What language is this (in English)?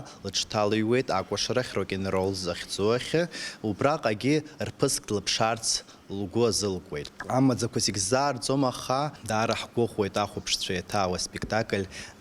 Abkhazian